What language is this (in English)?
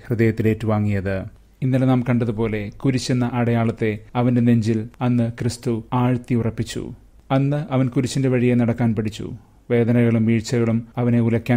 Malayalam